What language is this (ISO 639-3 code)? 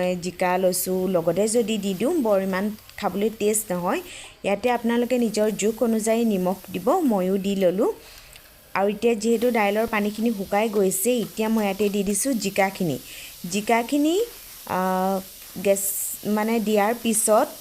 asm